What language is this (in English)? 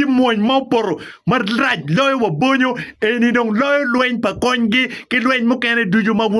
Acoli